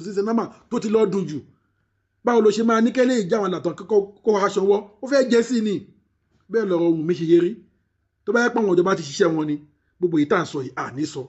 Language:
Yoruba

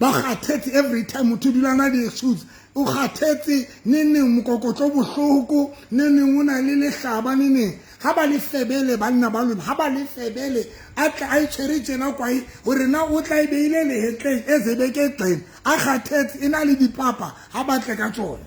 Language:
Southern Sotho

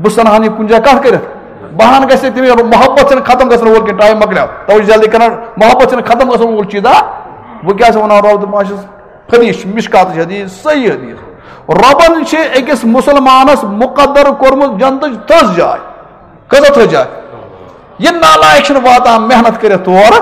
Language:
Kashmiri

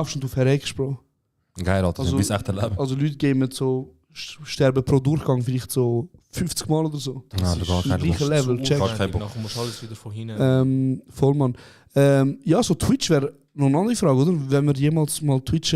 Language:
Swiss German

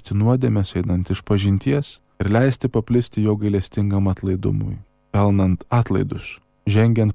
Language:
Lithuanian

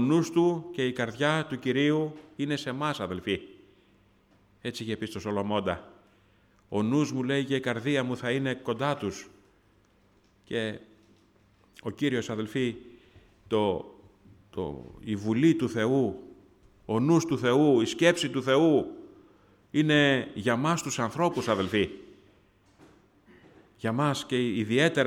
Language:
Greek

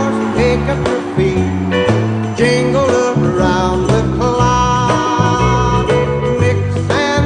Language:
English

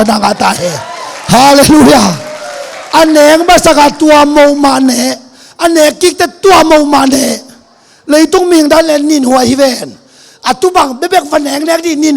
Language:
Tedim Chin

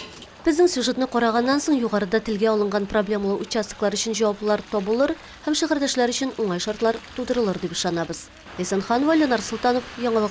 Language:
Tatar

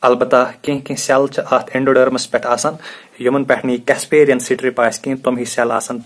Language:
Kashmiri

